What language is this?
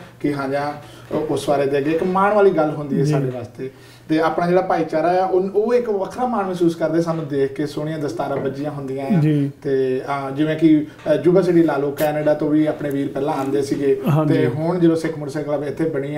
Punjabi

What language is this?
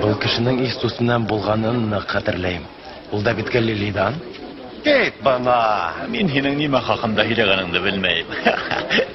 Bashkir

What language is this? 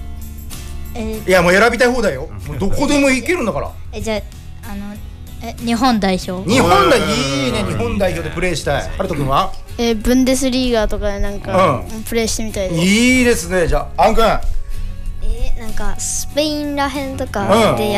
Japanese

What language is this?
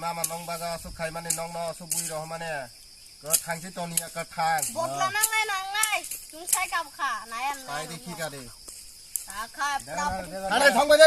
Kok Borok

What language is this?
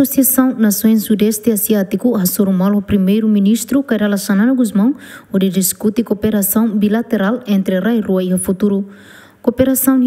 Tetum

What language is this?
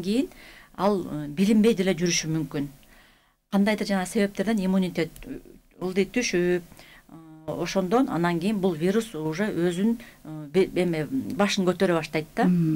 Kyrgyz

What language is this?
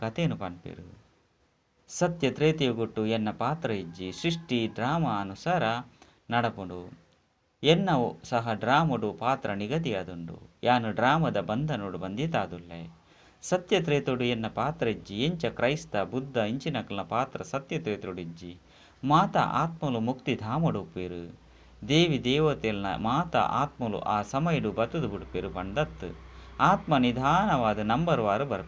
Tulu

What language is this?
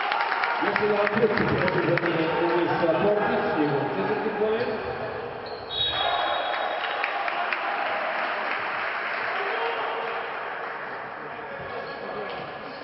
Serbian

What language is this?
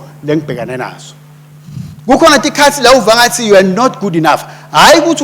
Swati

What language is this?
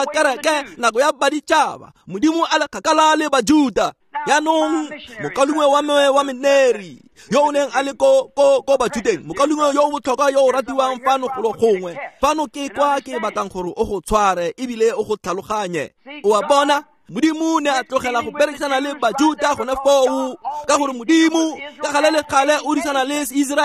Tswana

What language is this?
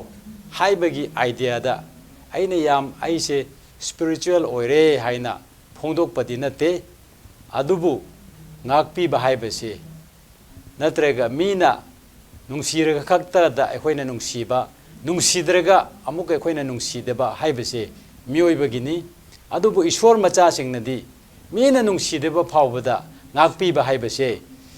Manipuri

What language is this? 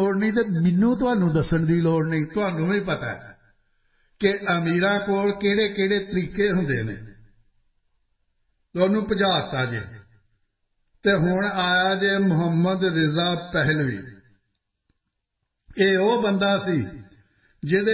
Punjabi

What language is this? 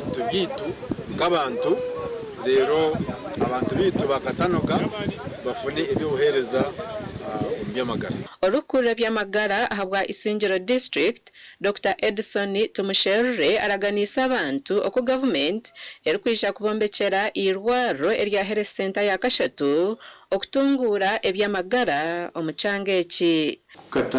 Nyankole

